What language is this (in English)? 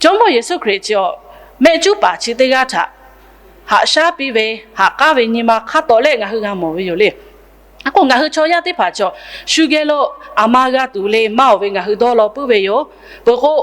Lahu